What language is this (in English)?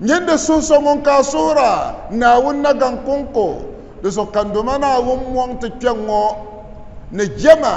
Dagbani